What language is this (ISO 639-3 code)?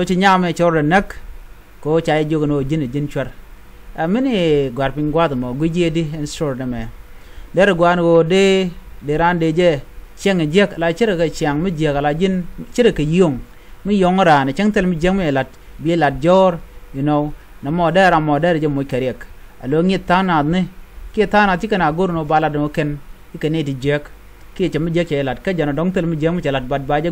nus